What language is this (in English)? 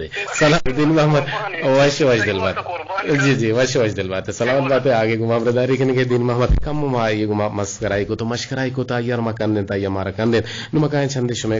Eastern Balochi